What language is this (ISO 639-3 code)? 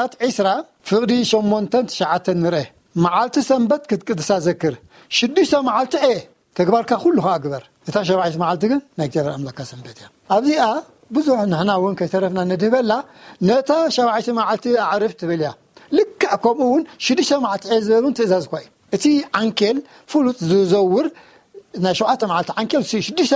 tir